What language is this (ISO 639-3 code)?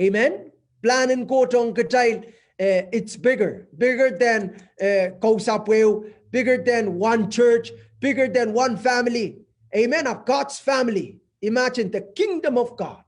pon